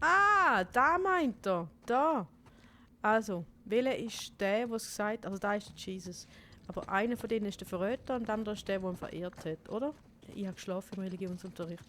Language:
Swiss German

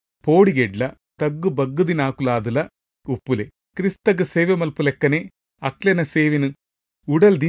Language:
Tulu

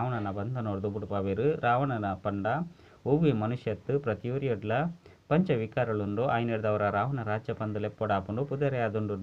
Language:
Tulu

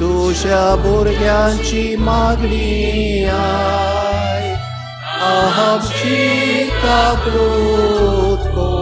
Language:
Konkani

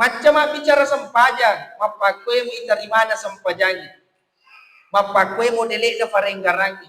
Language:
Buginese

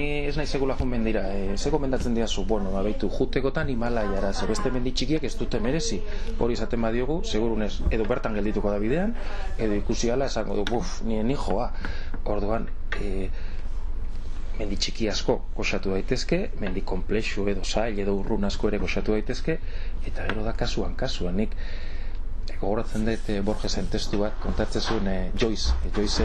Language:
Basque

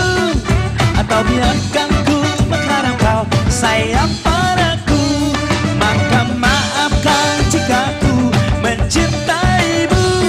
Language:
Banjar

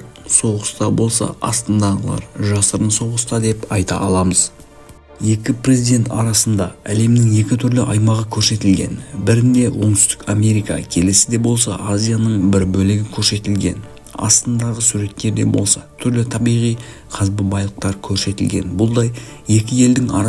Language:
Kazakh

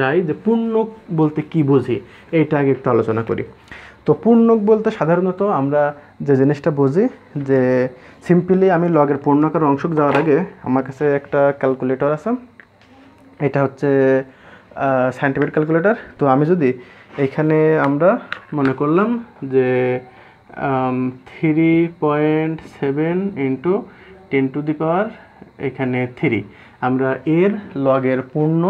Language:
Bangla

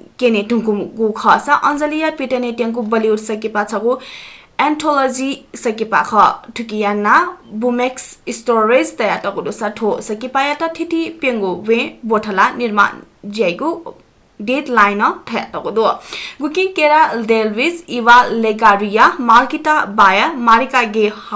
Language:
Newari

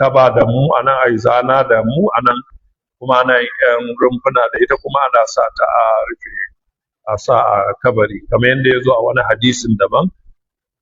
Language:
Hausa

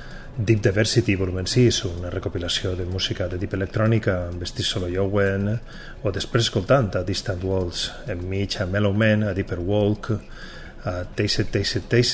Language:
Catalan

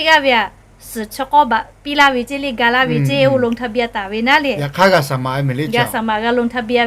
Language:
Lahu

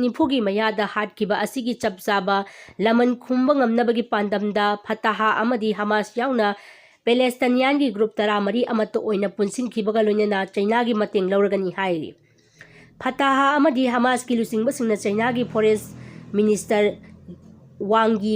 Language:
Manipuri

